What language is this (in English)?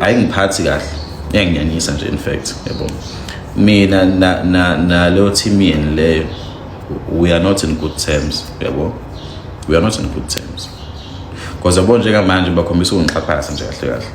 Zulu